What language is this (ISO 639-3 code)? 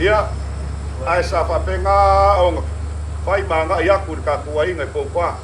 smo